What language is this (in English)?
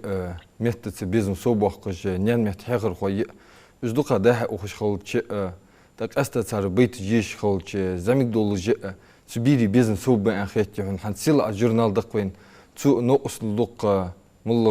Ingush